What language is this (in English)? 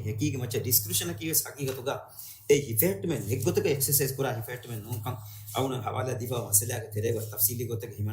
Divehi